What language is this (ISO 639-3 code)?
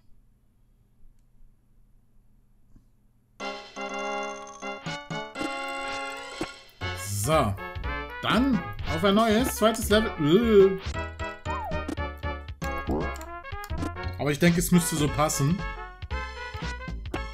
deu